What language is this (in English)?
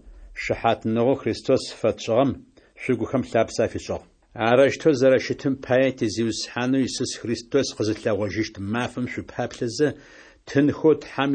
Adyghe